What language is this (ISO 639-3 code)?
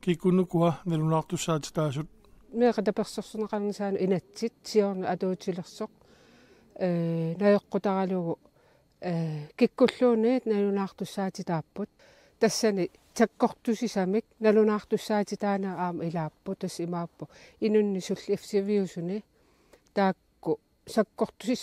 kal